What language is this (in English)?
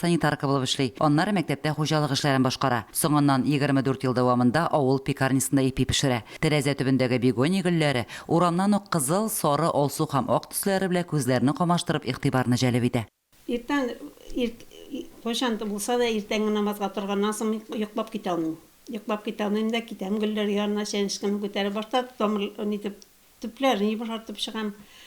Tatar